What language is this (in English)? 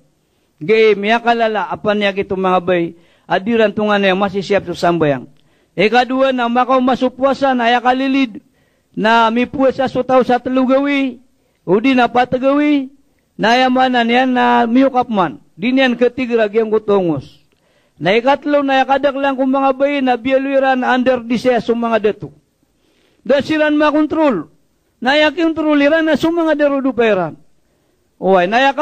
Maranao